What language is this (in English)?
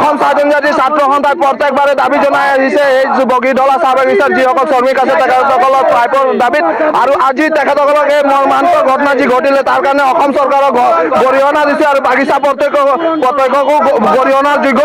Assamese